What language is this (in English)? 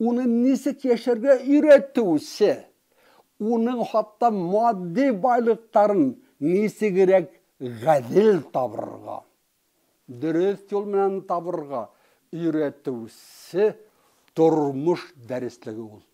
Bashkir